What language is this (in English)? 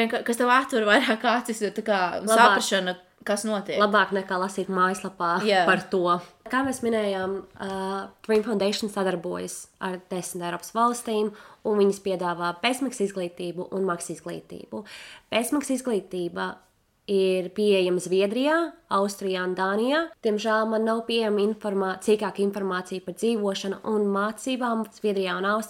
Latvian